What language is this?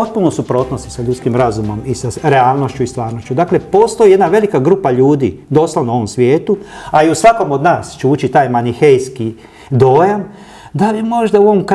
Croatian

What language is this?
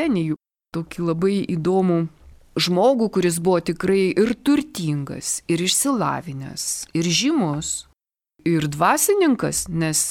Lithuanian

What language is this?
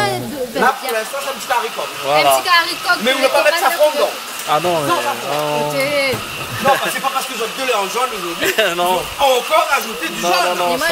Réunion Creole French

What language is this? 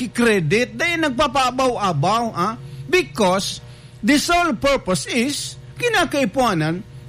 Bikol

